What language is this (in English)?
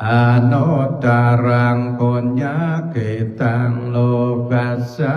Pali